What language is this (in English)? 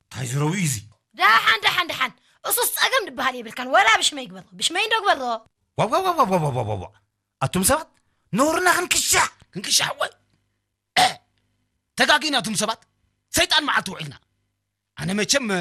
Tigrinya